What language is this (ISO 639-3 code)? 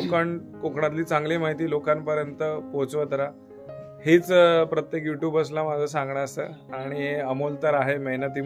mar